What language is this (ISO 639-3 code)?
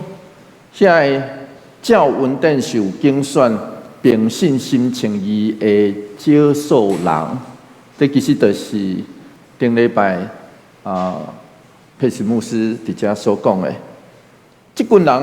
nan